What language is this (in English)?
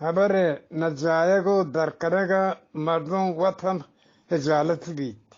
Eastern Balochi